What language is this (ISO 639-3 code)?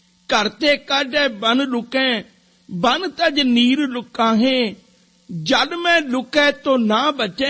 pan